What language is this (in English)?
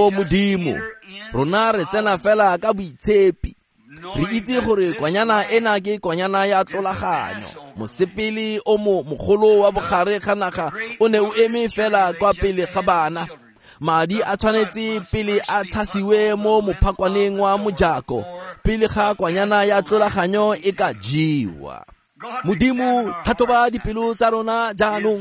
Tswana